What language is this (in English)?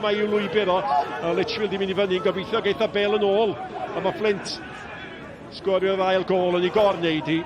Welsh